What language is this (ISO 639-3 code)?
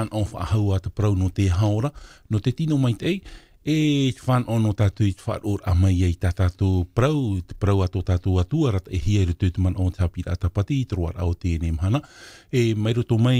tah